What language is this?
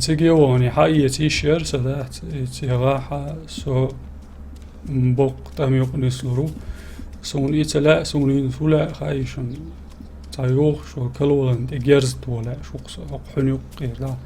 Chechen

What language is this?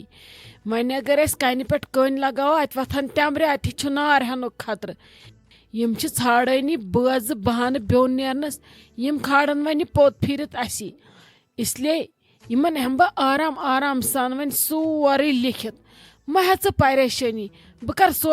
Kashmiri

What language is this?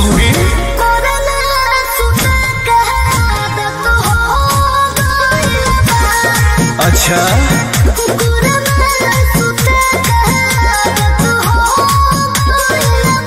Bhojpuri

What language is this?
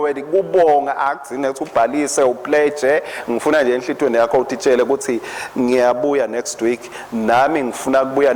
Swati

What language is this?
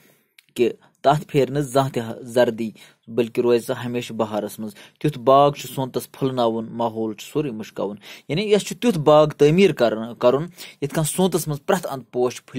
Kashmiri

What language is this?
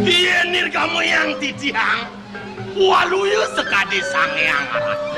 Balinese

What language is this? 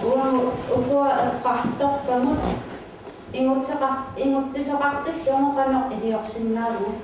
Kalaallisut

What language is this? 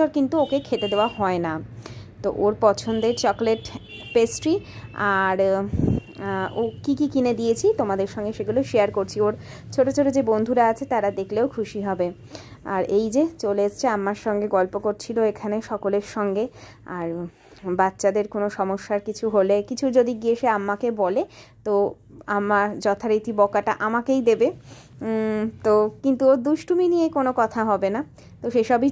Bangla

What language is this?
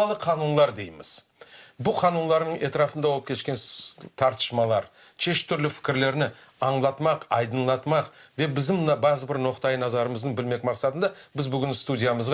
Crimean Tatar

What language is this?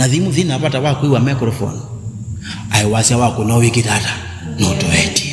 Kamba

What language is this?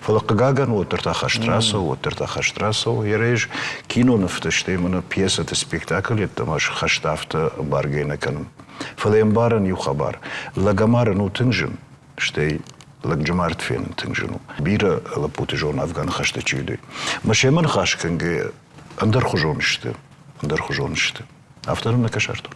Ossetic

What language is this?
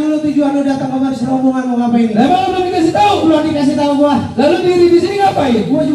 Betawi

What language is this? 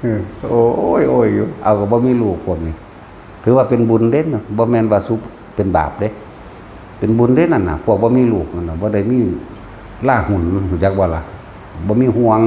Northeastern Thai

